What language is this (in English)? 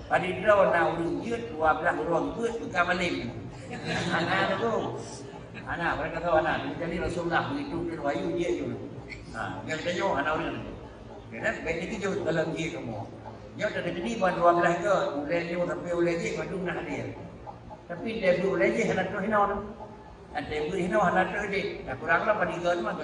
Achinese